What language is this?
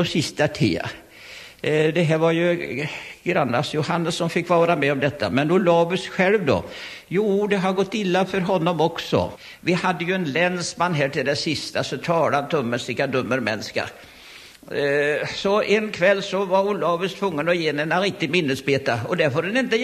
Swedish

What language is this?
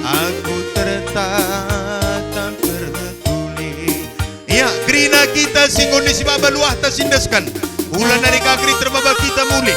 Batak Karo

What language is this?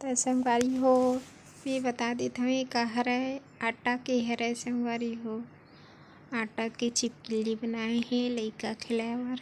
Chhattisgarhi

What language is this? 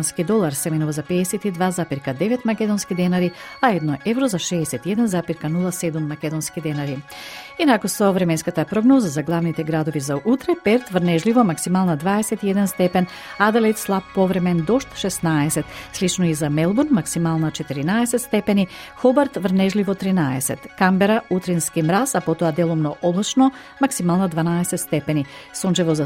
Macedonian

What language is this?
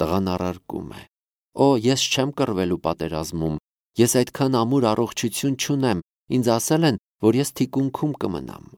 Armenian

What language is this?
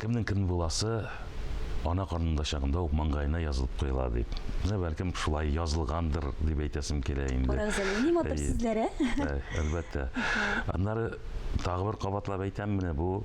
Tatar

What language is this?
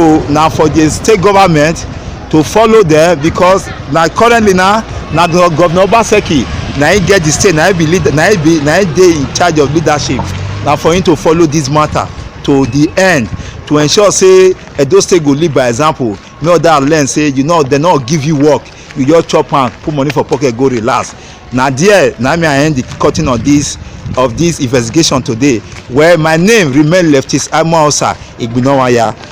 Nigerian Pidgin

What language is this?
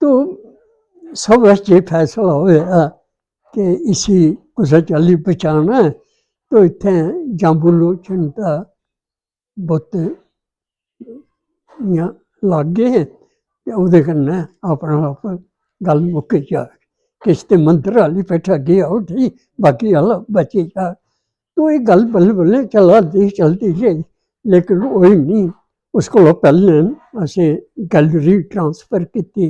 Dogri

